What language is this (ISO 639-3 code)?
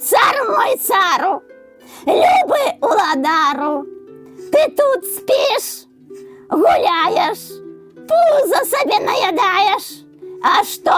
bel